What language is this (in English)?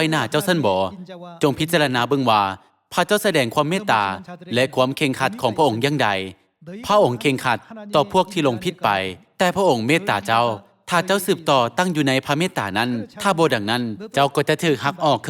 Lao